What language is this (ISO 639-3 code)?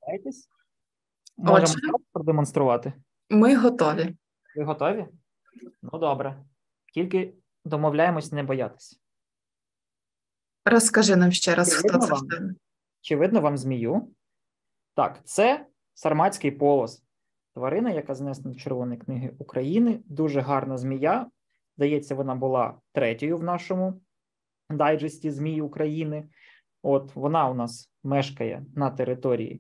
ukr